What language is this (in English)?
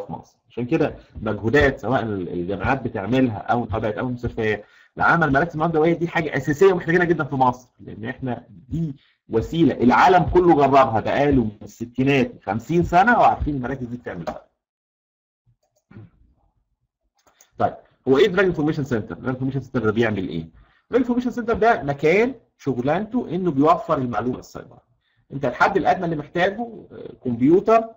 Egyptian Arabic